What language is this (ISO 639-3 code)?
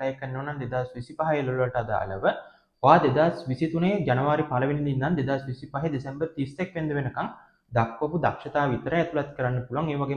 sin